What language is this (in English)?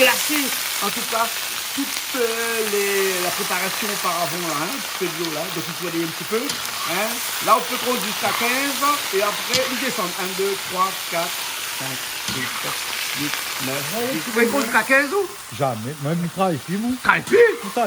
Réunion Creole French